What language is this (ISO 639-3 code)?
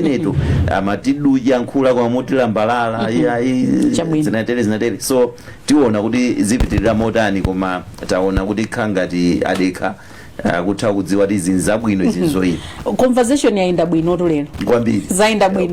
nya